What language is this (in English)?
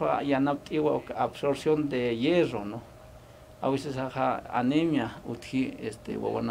Aymara